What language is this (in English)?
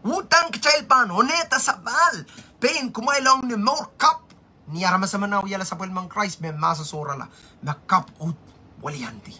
Pohnpeian